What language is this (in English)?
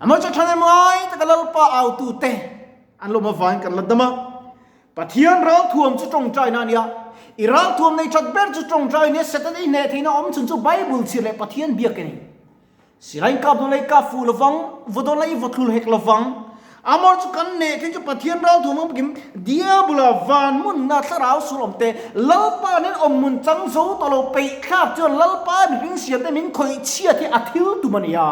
Mizo